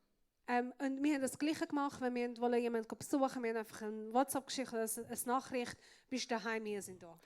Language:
Swiss German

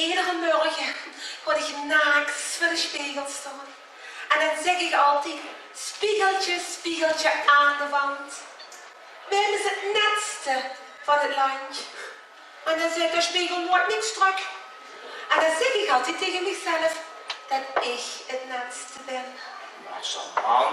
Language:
Limburgish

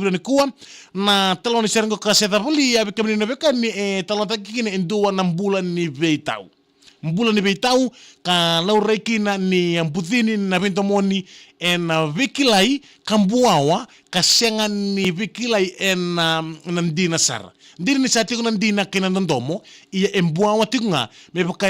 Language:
Fijian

